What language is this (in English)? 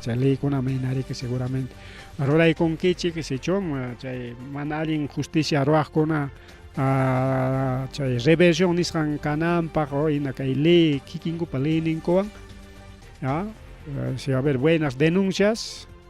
Ayacucho Quechua